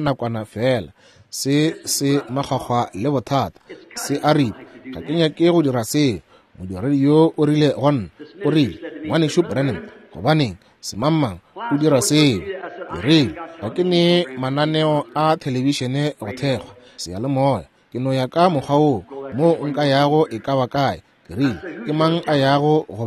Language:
Northern Sotho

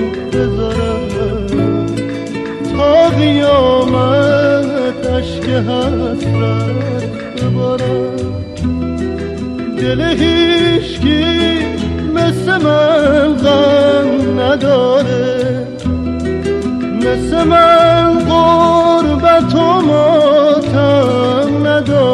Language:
Persian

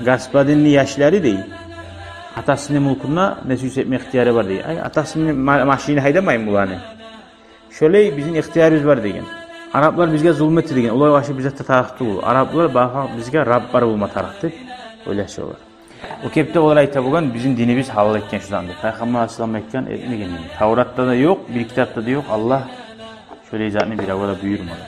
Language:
Kumyk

